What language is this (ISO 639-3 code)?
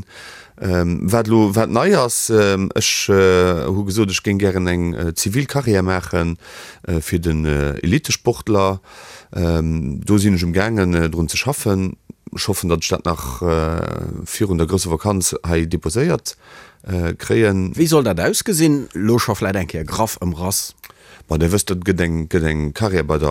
ltz